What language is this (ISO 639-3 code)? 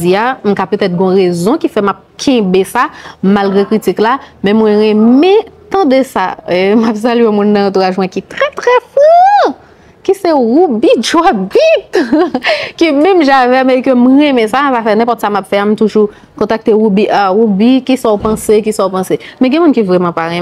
hat